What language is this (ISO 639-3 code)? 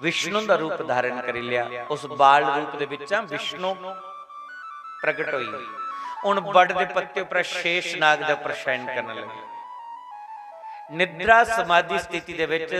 doi